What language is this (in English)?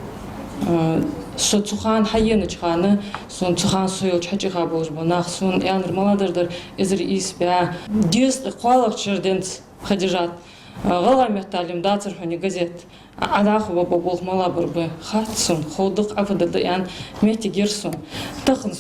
Ingush